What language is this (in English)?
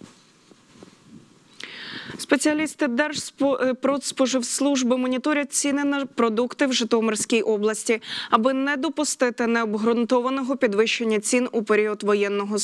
Ukrainian